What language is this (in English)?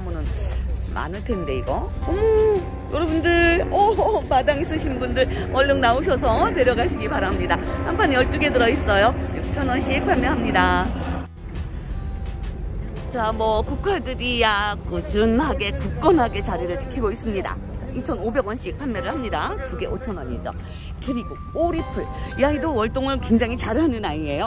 Korean